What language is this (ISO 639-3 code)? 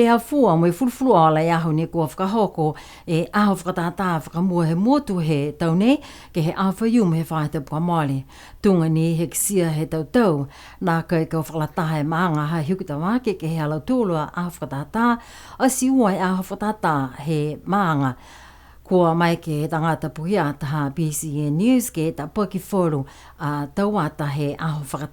niu